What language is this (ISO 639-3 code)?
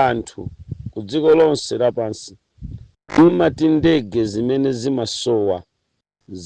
nya